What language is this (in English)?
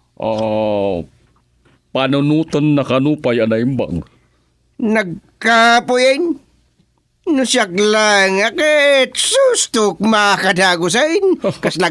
Iloko